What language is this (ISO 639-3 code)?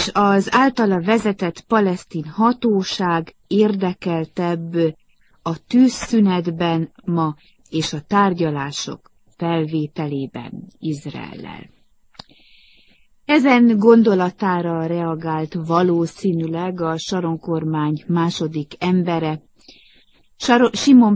hun